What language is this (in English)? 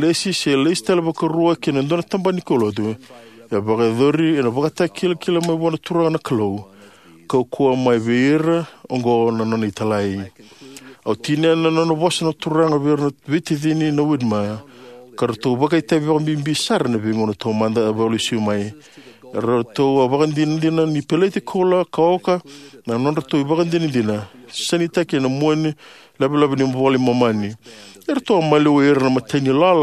Fijian